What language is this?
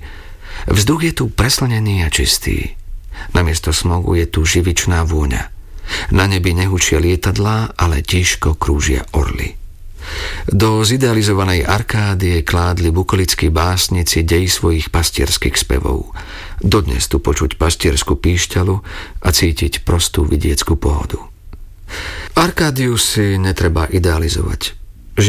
Slovak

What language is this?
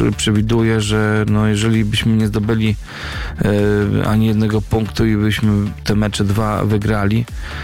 Polish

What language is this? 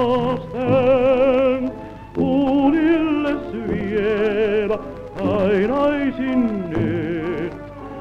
Finnish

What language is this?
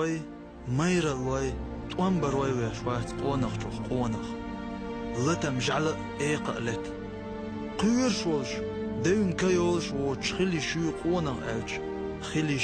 Chechen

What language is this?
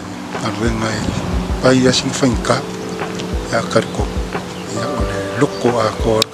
Samoan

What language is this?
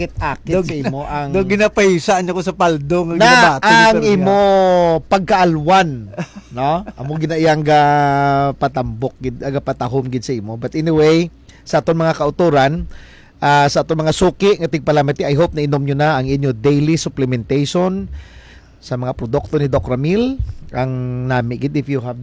Hiligaynon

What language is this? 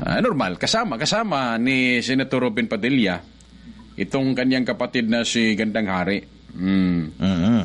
Cebuano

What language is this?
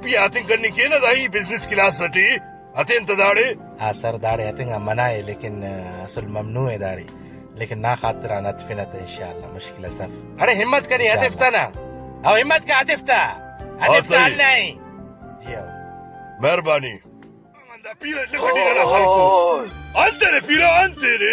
Brahui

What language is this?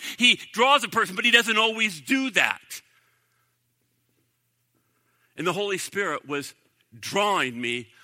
English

